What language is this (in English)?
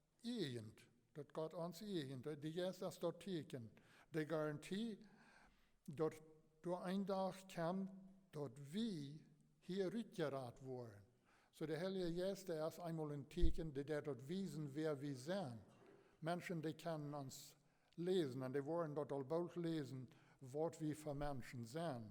Plautdietsch